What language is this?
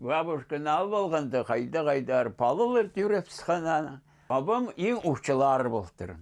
Khakas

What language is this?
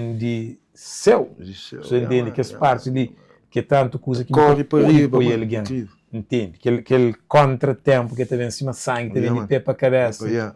Kabuverdianu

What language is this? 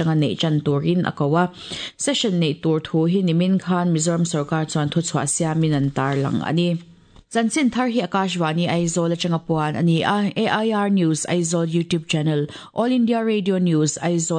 Mizo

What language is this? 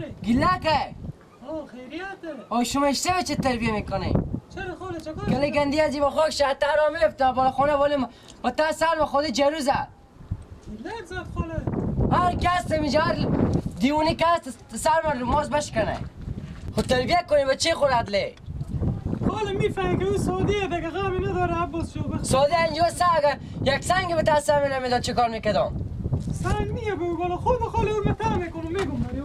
Persian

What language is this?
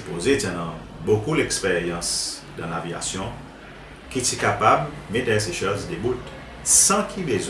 Seselwa Creole French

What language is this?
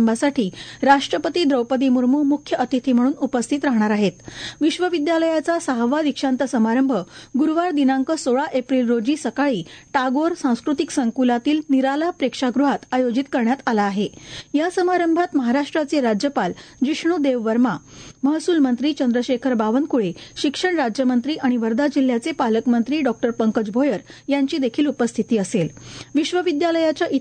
Marathi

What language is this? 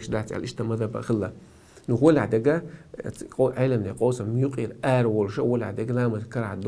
Chechen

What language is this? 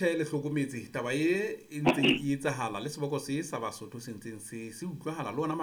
Southern Sotho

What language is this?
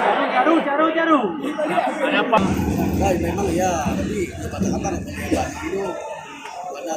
Achinese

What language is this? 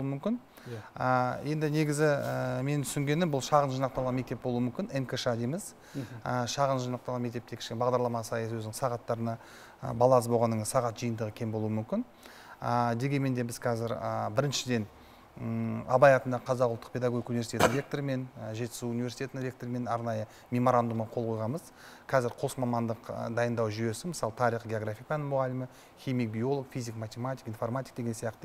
Kazakh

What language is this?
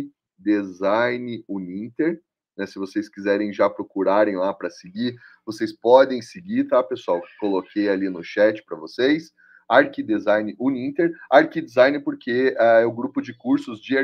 Portuguese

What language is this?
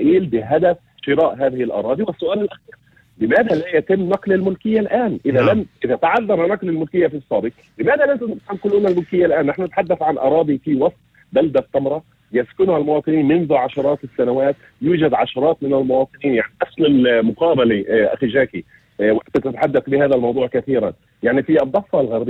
North Levantine Arabic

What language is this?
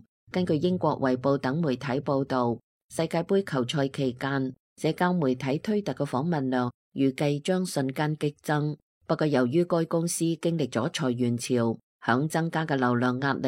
Cantonese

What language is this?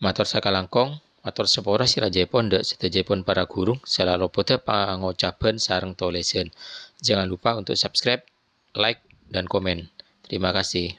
Madurese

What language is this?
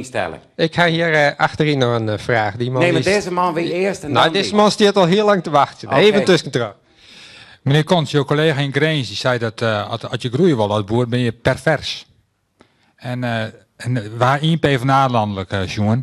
Western Frisian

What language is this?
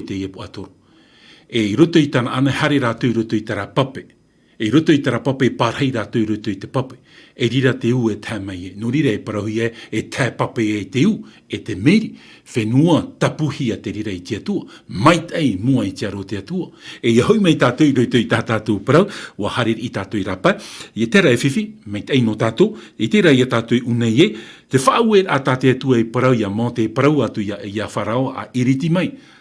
Tahitian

